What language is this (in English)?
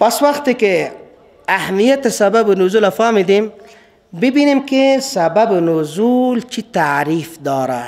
Persian